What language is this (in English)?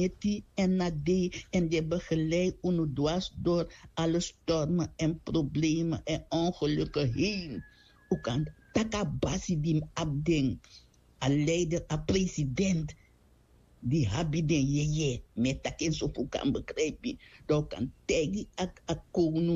Sranan Tongo